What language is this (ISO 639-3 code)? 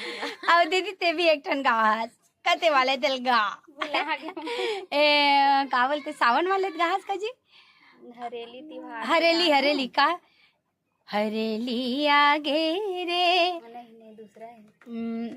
hne